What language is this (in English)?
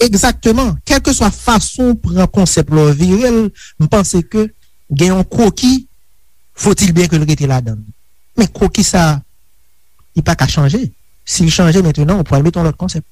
Haitian Creole